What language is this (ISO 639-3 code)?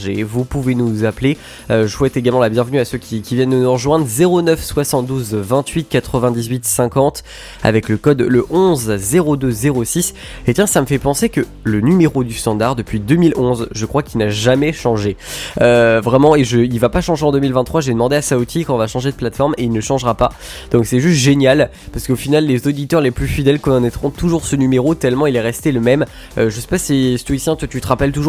fra